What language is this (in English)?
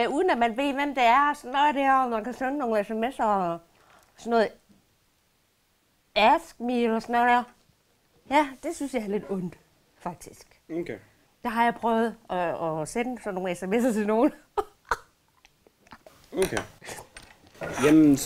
Danish